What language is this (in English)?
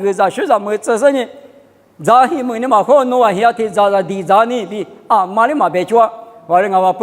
Lisu